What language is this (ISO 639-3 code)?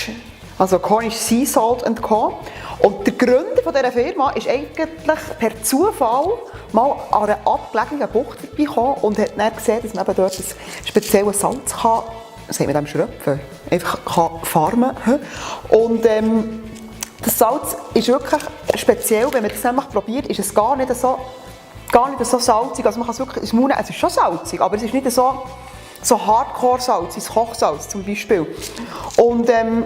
gsw